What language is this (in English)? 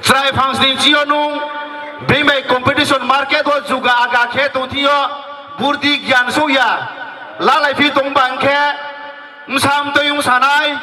Riang (India)